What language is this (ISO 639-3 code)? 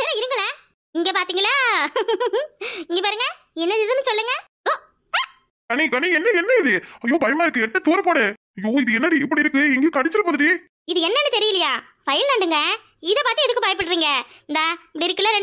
tam